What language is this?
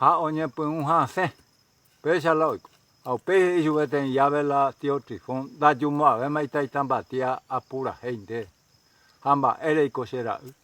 Guarani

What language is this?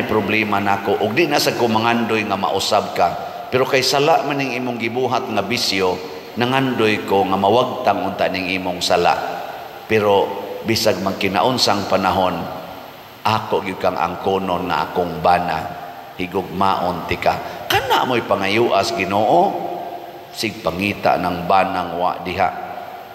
Cebuano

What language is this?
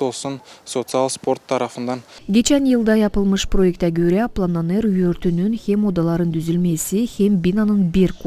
Gagauz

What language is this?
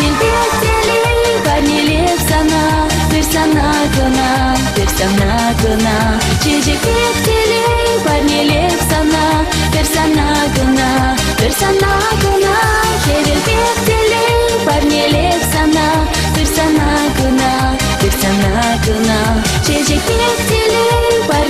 Chuvash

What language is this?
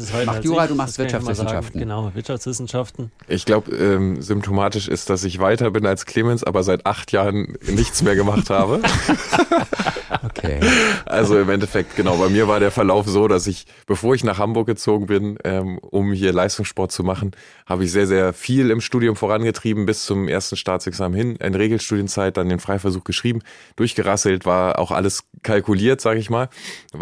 German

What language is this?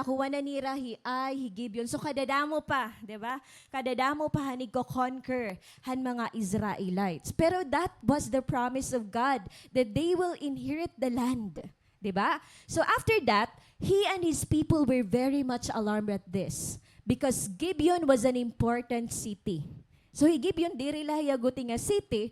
Waray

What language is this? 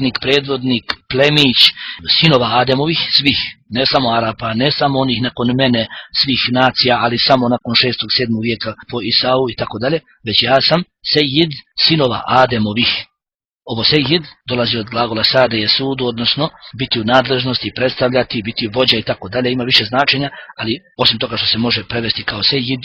Bosnian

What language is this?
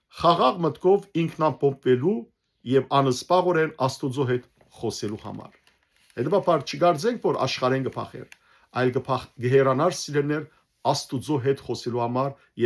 Western Armenian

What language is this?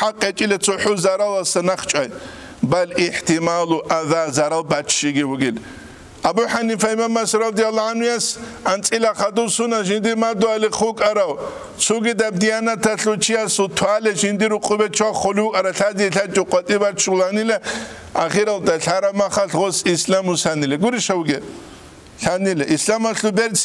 Avaric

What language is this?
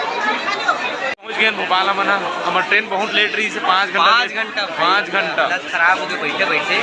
Chhattisgarhi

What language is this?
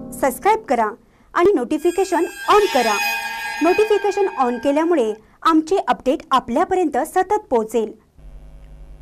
Marathi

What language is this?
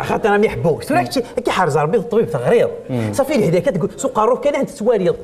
Kabyle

